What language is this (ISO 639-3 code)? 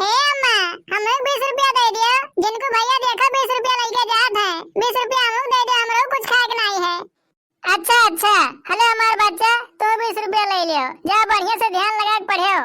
awa